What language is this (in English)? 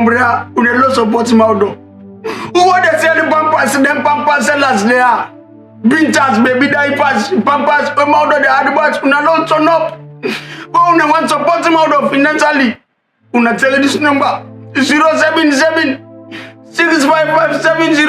Krio